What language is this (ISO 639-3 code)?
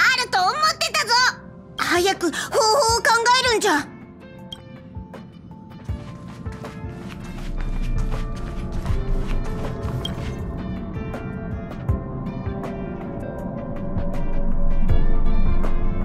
jpn